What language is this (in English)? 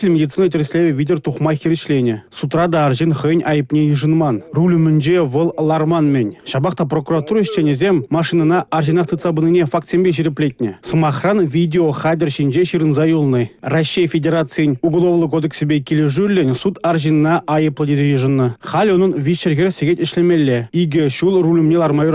Chuvash